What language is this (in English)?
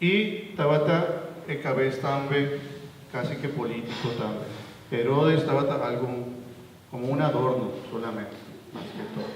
Papiamento